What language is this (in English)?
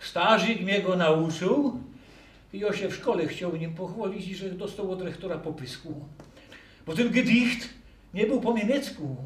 Silesian